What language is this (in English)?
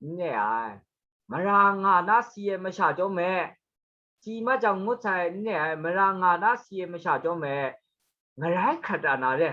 Kachin